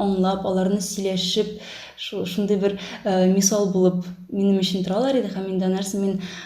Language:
Tatar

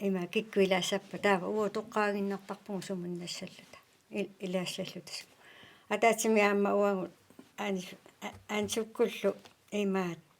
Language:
Kalaallisut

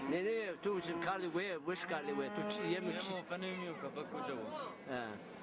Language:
Zaza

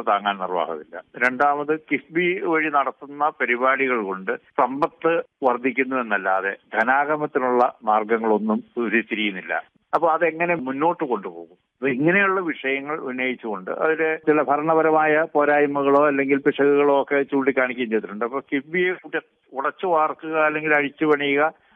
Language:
Malayalam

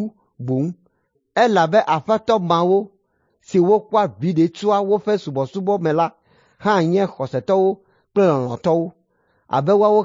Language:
Ewe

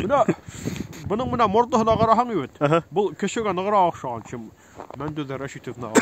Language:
Bashkir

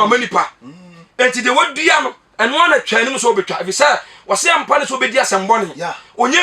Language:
Akan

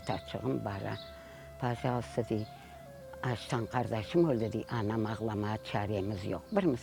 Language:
Crimean Tatar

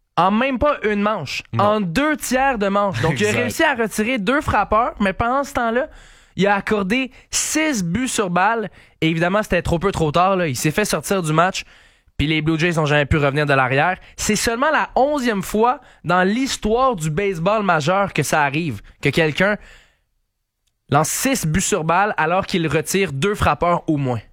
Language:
French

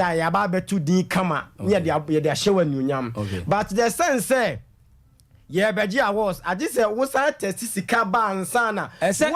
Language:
Akan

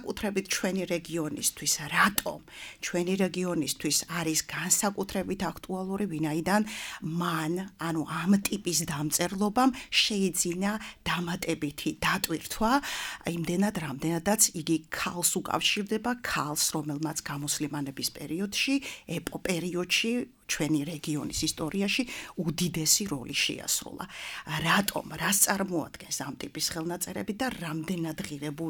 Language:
Georgian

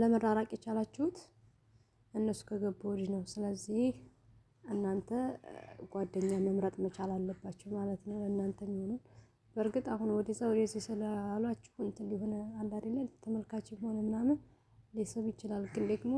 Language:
Amharic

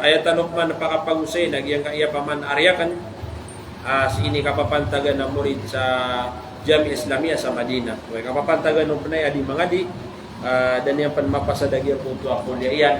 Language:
Maranao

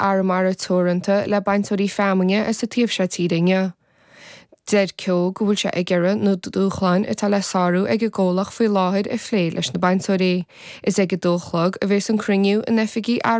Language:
Irish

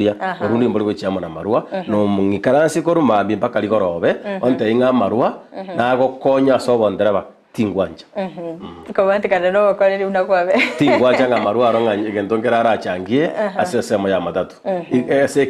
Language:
Gusii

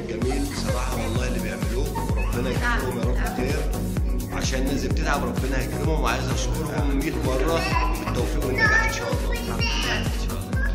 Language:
Egyptian Arabic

